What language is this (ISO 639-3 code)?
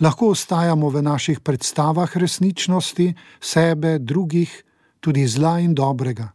slv